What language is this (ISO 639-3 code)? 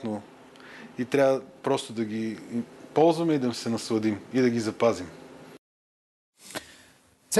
bul